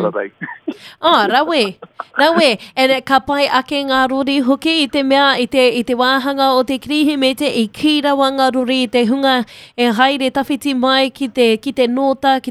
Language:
Māori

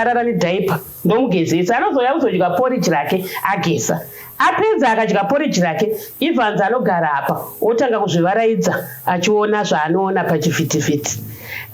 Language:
Shona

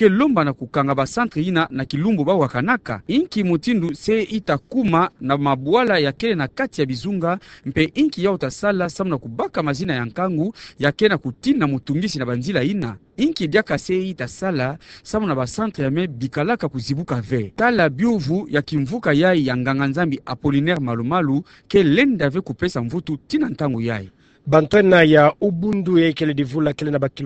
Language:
Kituba (Democratic Republic of Congo)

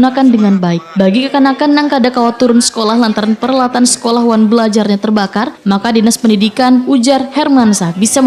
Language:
Banjar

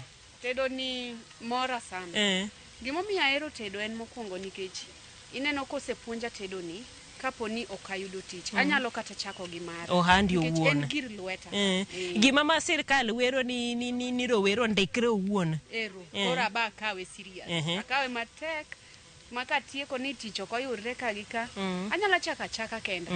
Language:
Luo (Kenya and Tanzania)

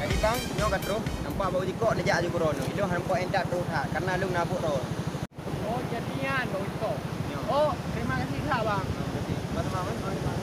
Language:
Achinese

